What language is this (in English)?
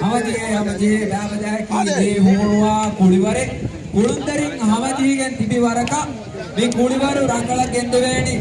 Divehi